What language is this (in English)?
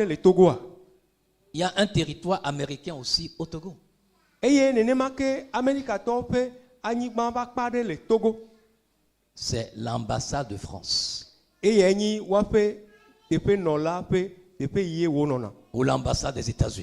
Ewe